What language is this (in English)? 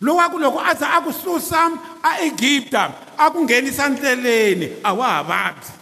Tsonga